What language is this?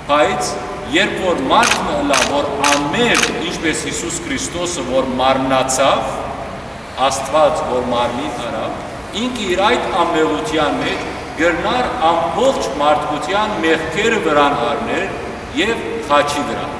Western Armenian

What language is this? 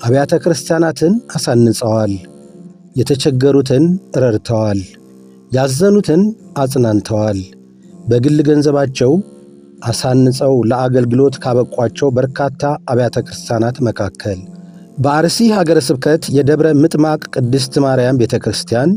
Amharic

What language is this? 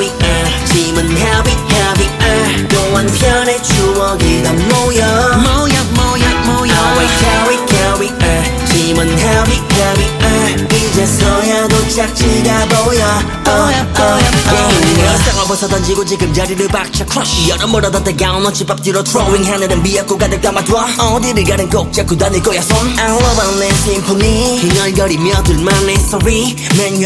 Korean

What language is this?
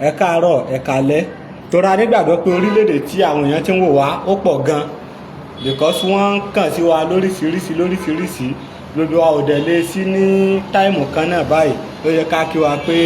Yoruba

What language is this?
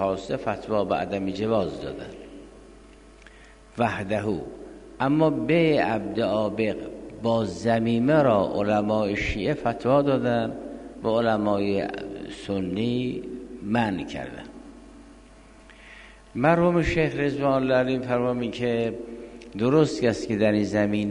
Persian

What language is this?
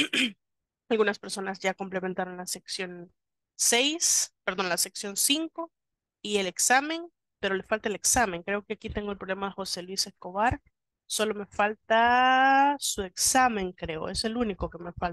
Spanish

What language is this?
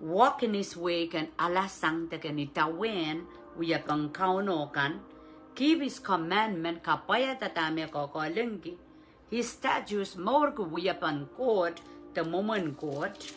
Pohnpeian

